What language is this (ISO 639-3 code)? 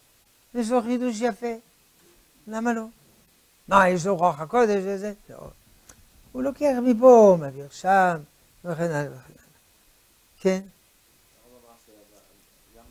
heb